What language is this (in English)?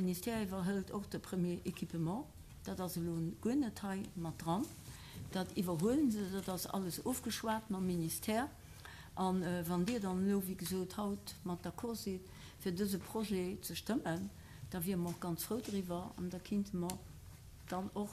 Luxembourgish